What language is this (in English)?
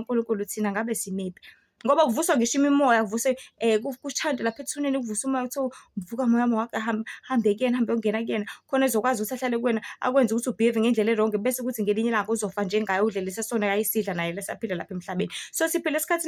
Zulu